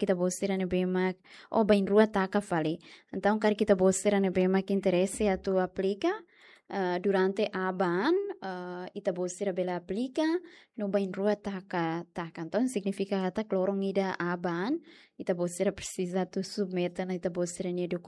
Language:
Tetum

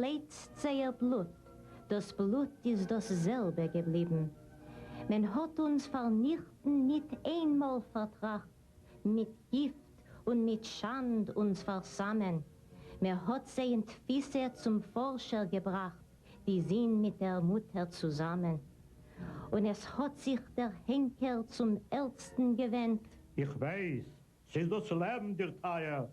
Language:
Yiddish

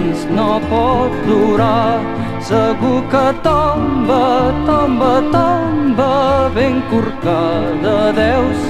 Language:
Catalan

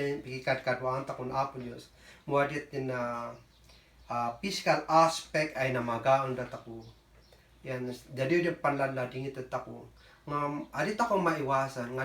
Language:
Kankanaey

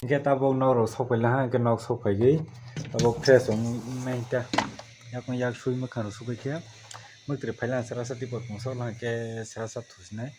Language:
Kok Borok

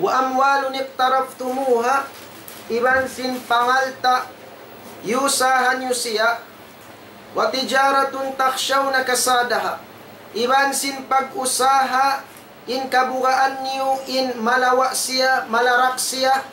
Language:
Tausug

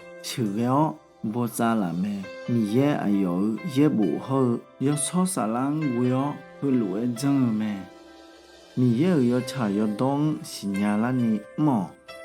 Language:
Akha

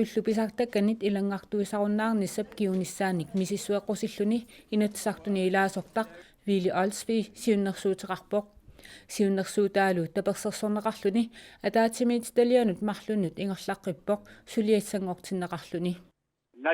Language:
Kalaallisut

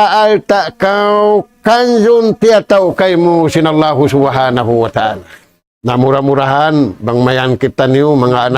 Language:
Tausug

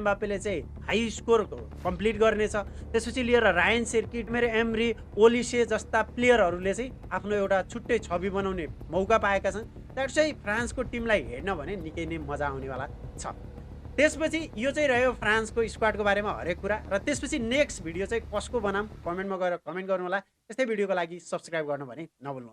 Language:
Nepali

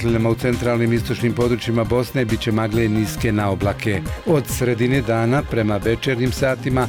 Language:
Bosnian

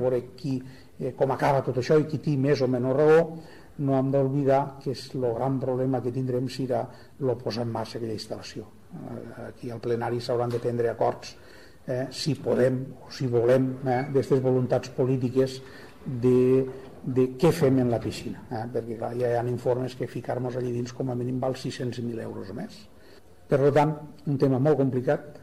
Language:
Catalan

